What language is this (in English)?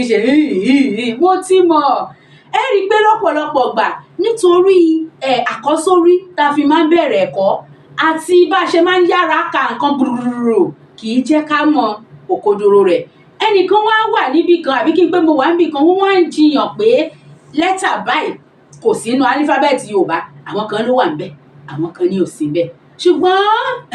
Yoruba